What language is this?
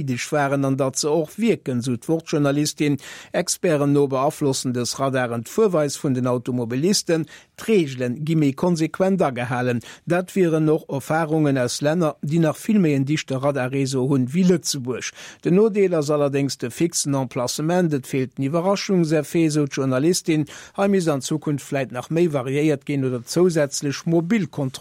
Luxembourgish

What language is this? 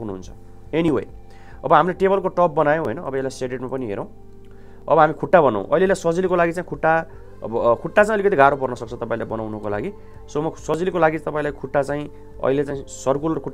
Nepali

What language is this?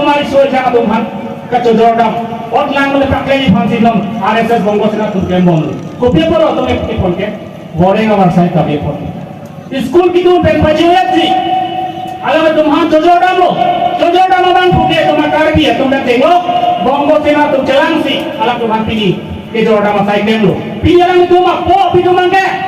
Karbi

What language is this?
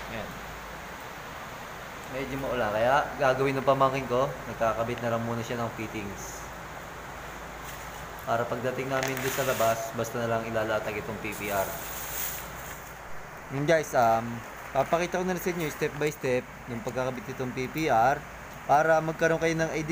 Filipino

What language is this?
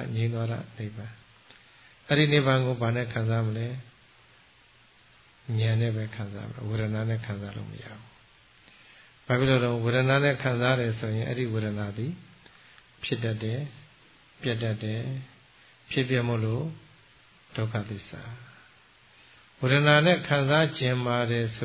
Burmese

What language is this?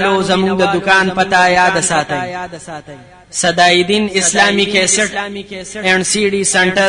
Pashto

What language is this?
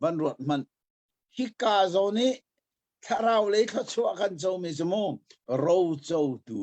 Hakha Chin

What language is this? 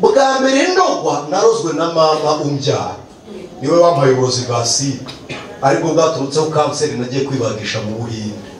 Kinyarwanda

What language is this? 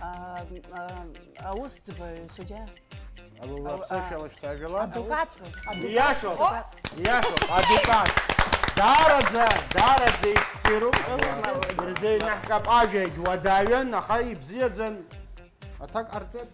Abkhazian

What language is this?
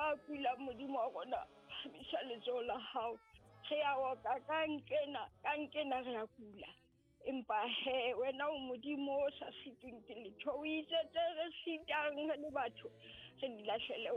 Southern Sotho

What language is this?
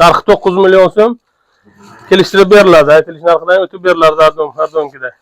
Uzbek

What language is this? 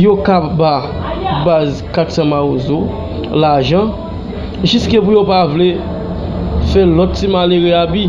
Haitian Creole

